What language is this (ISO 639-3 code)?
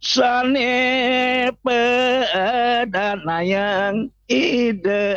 ban